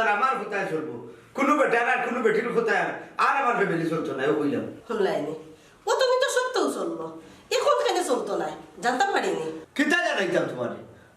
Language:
Sylheti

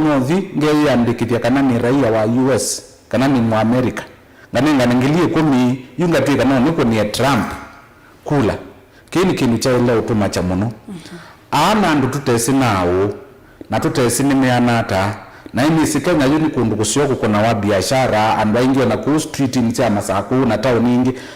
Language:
Kamba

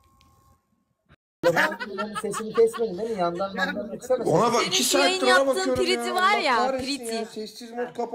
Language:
Turkish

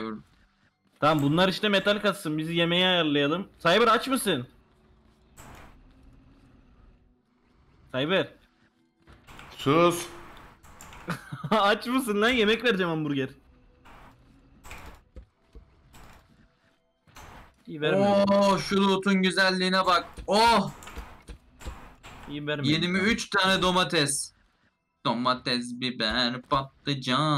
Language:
Turkish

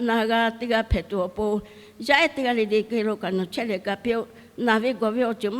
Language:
Lahu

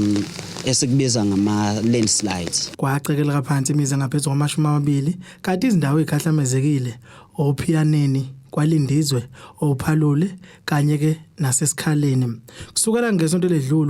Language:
Zulu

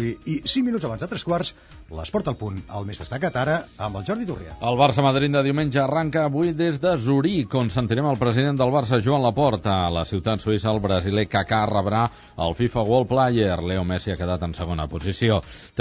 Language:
Catalan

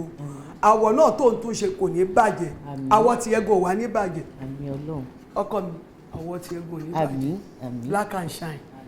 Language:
Yoruba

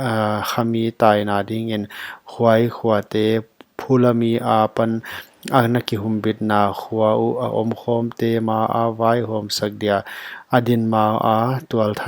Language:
Paite Chin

